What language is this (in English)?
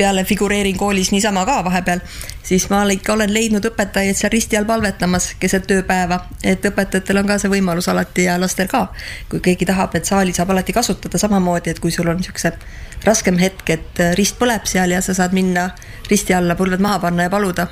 Estonian